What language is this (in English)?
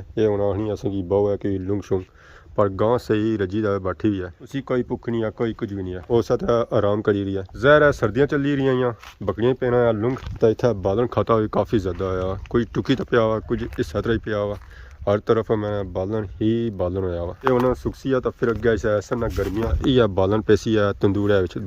Pahari-Potwari